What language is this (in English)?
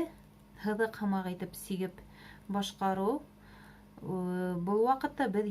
Bashkir